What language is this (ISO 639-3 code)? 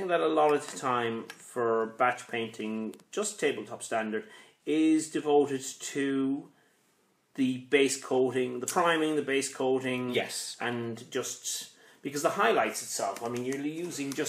eng